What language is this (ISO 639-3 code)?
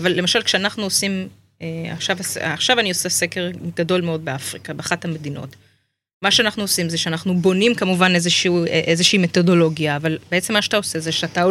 heb